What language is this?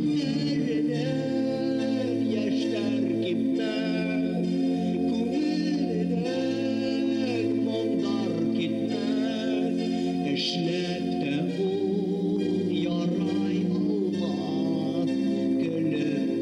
Bashkir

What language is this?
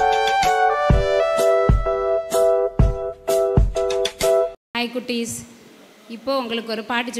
Tamil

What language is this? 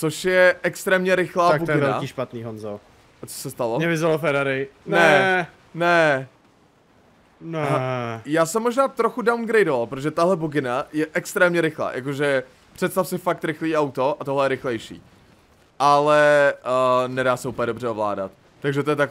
Czech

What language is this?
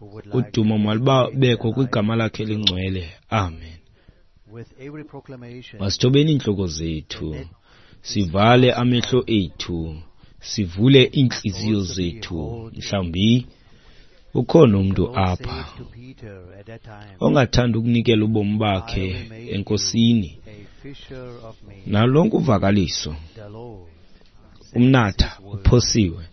Xhosa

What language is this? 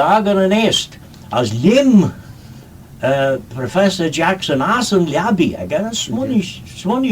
Manx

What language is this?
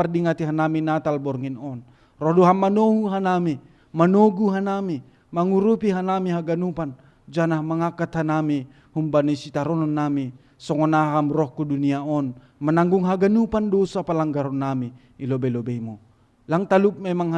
Batak Simalungun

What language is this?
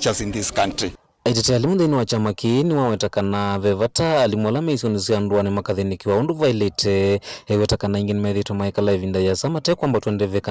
Kamba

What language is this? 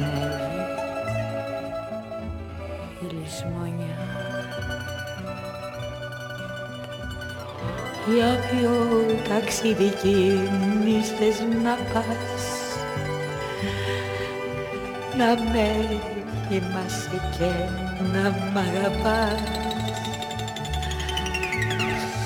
Greek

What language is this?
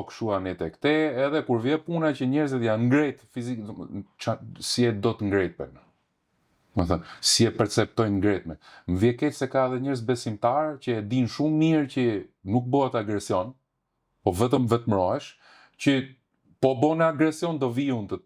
Albanian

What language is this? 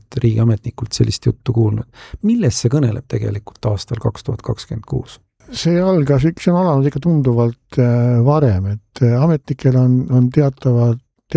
Estonian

